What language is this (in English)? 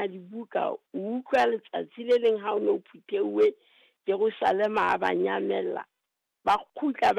Southern Sotho